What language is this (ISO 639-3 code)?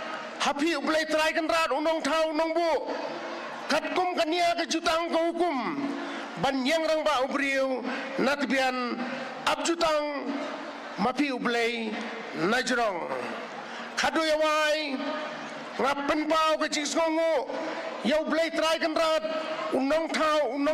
kha